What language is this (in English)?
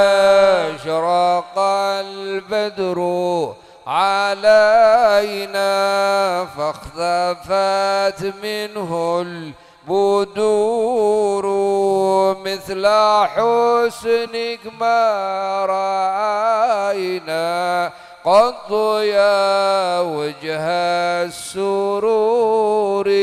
Arabic